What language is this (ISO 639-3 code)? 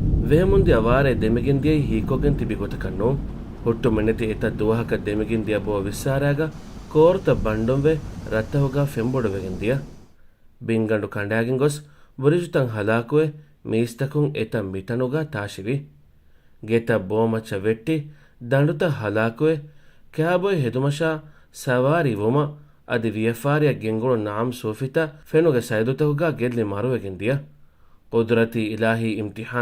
div